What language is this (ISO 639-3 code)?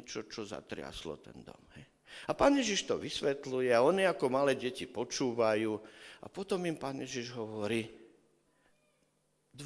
slk